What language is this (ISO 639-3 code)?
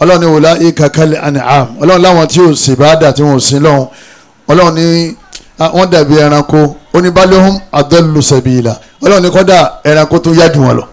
yor